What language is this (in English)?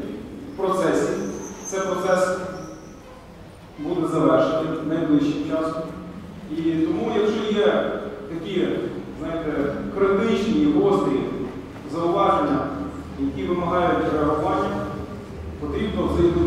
Ukrainian